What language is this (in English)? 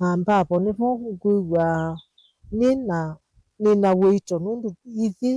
Kamba